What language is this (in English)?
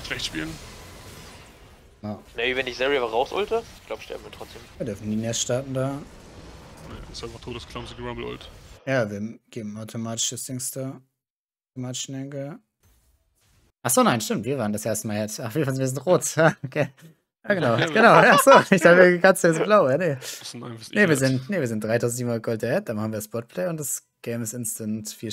German